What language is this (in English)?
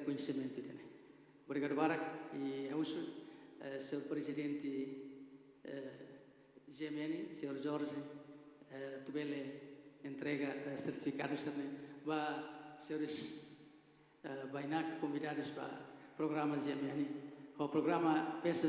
Tetum